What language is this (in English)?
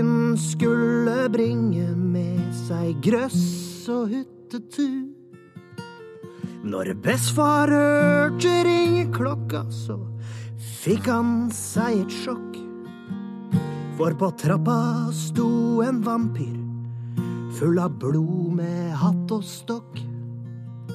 Norwegian